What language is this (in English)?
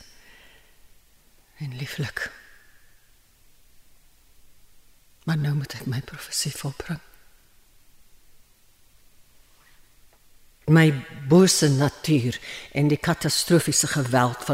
Afrikaans